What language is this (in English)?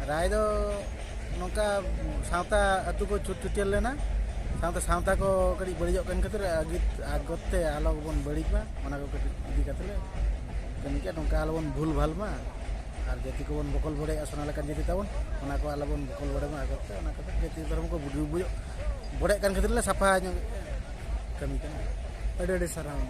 Santali